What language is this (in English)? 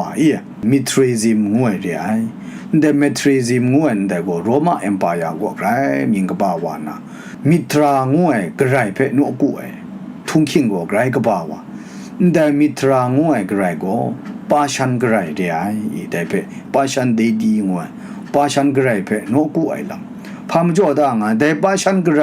Kachin